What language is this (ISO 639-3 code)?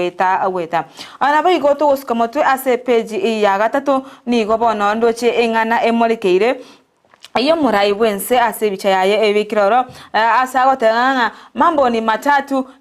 guz